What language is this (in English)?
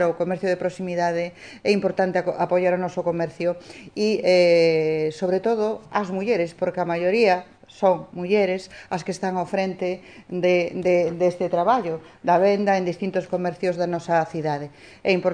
Galician